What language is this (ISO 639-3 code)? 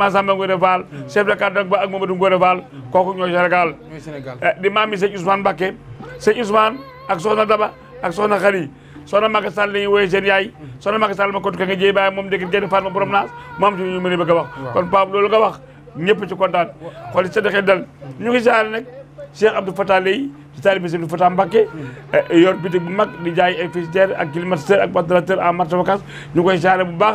wol